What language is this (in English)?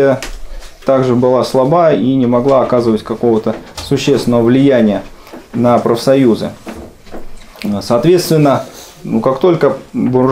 Russian